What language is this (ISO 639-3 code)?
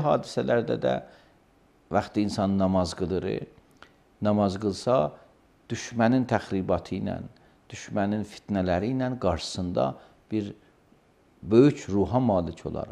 aze